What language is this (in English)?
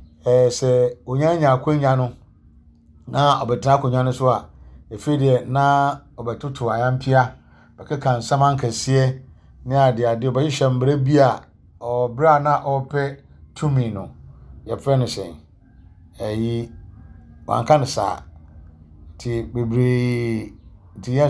Akan